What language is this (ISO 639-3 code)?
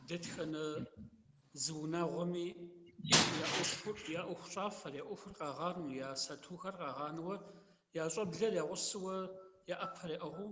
kbd